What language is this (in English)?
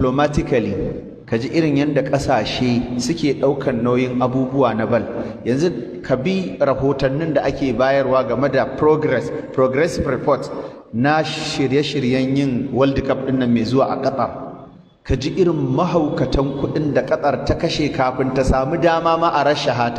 Hausa